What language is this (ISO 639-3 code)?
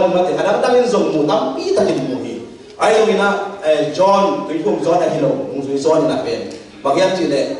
ctd